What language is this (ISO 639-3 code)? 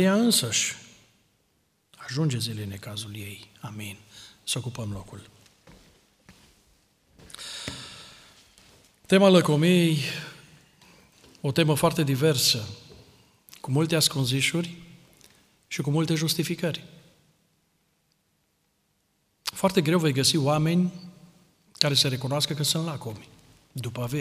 ron